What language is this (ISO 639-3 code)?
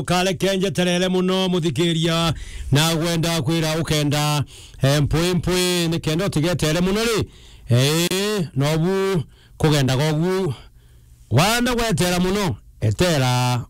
mer